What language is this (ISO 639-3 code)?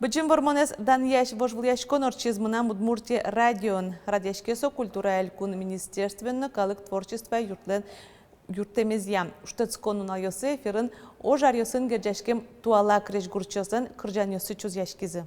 udm